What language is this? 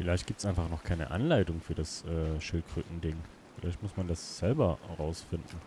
Swiss German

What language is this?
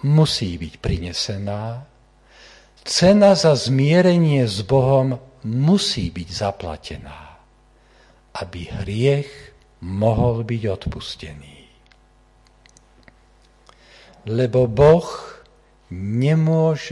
Slovak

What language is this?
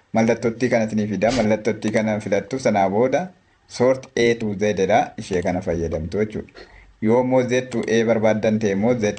Oromo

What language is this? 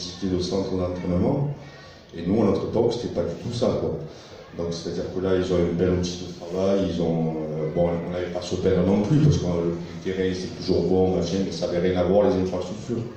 French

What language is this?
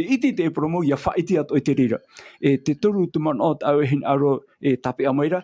Tahitian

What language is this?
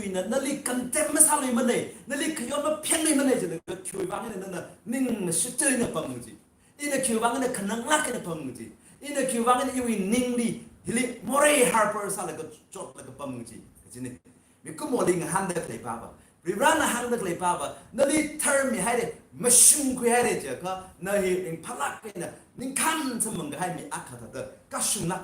Tangkhul Naga (India)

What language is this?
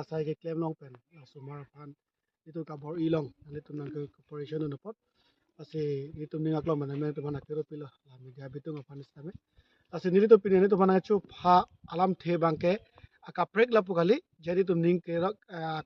Karbi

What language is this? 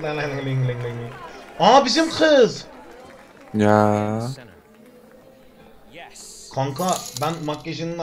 Turkish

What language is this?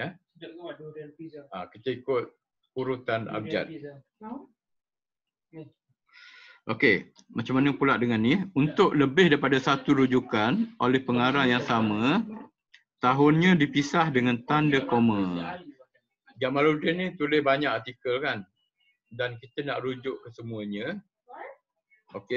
Malay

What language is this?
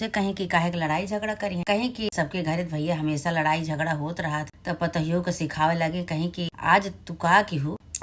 Awadhi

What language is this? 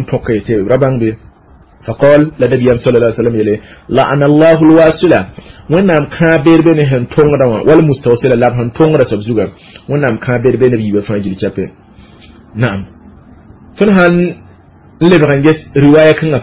Mossi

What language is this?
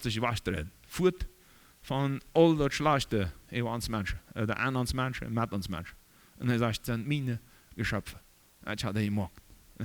Plautdietsch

